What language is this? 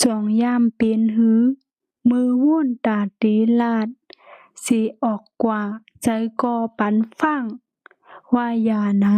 Shan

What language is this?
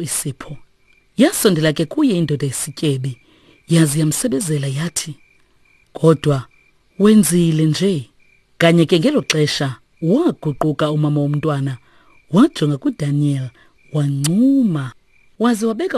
Xhosa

